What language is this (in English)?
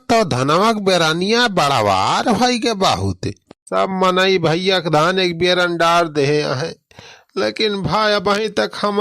Awadhi